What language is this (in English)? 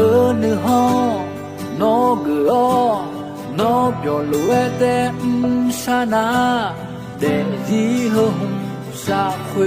Akha